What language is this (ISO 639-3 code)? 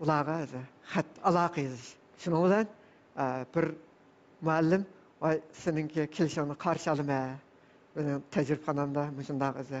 uig